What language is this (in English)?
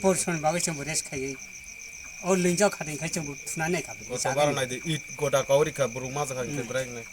Kok Borok